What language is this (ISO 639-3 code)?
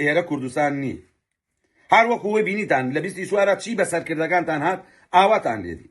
ckb